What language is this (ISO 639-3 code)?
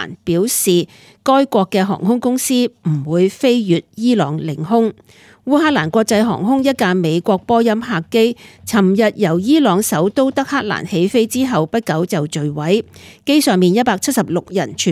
yue